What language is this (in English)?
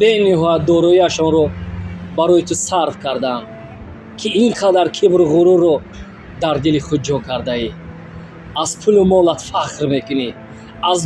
Tajik